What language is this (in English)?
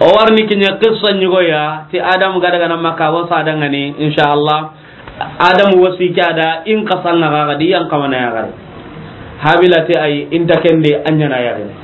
Soninke